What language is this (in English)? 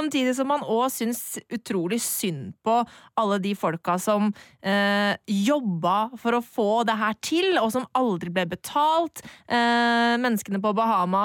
Norwegian